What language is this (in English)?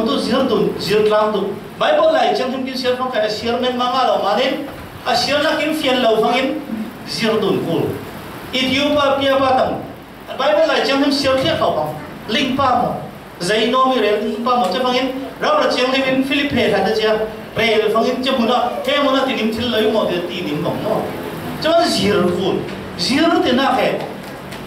Falam Chin